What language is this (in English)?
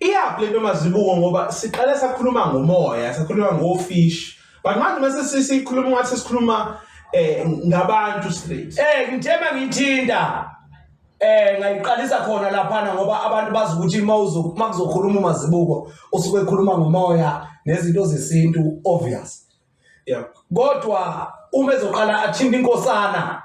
Zulu